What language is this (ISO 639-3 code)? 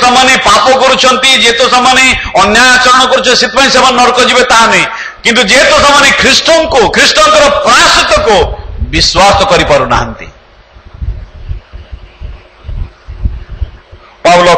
ori